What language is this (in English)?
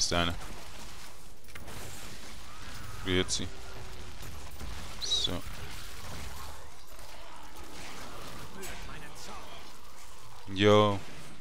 German